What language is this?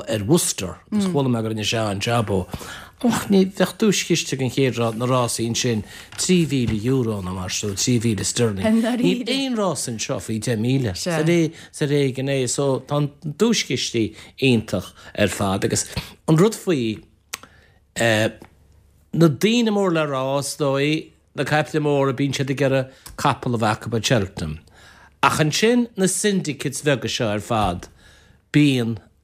Irish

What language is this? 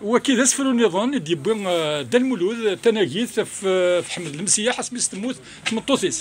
Kabyle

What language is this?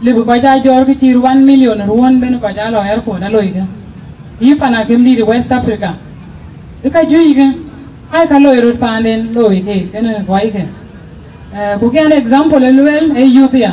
Dinka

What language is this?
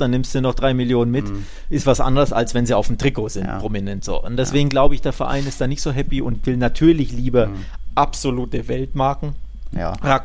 German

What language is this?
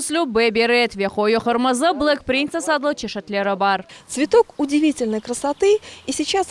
Crimean Tatar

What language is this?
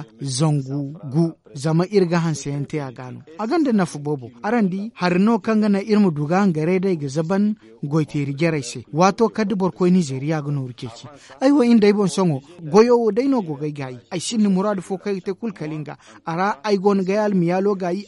Zarma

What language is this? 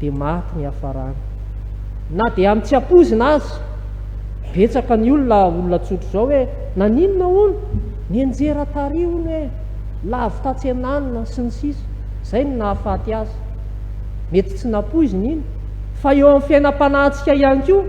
Malagasy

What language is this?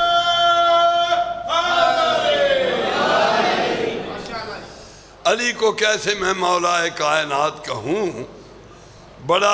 Urdu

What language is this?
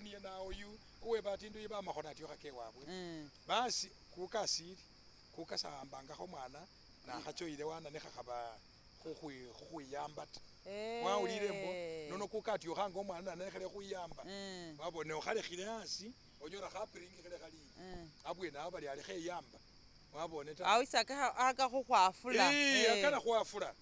Masaaba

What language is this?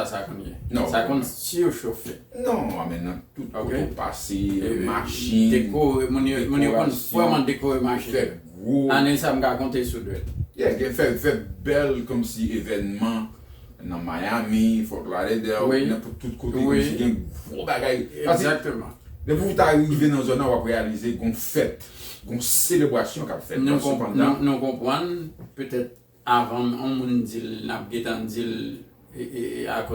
Haitian Creole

